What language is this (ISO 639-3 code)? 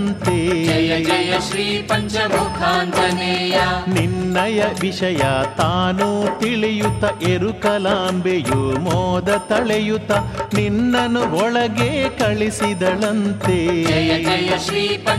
kan